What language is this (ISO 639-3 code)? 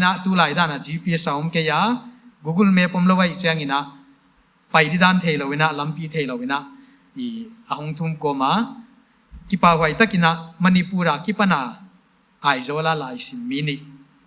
pck